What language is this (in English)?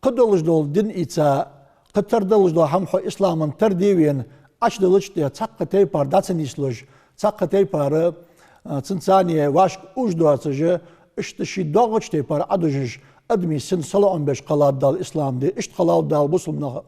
Ingush